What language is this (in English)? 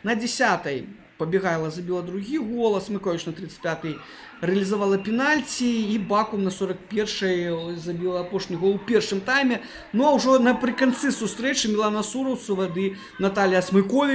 Belarusian